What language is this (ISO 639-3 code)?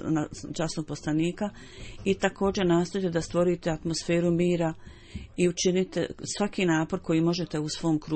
bos